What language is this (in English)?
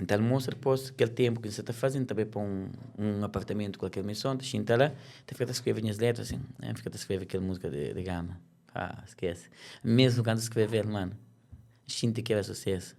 Kabuverdianu